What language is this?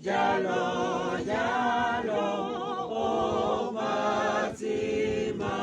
Tswana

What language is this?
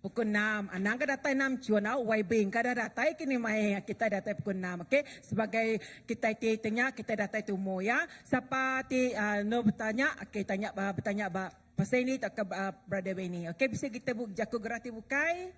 Iban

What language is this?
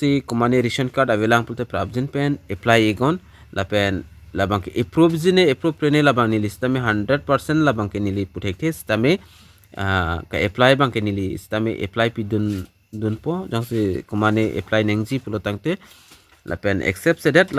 Karbi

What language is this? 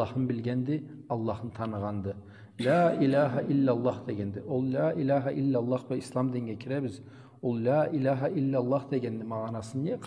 Karachay-Balkar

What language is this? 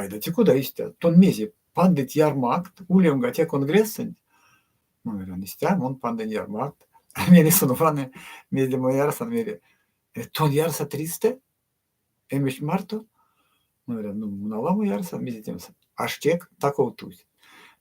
Erzya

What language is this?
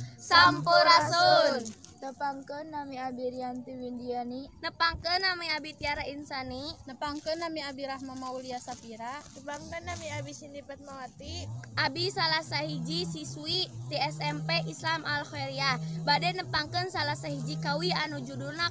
Sundanese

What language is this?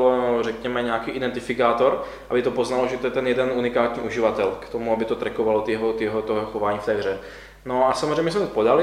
Czech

